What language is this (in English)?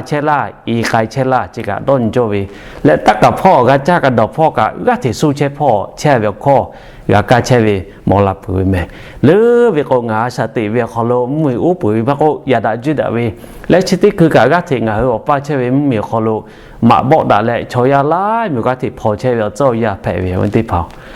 Lahu